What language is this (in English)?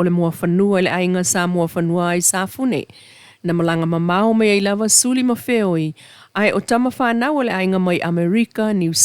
Samoan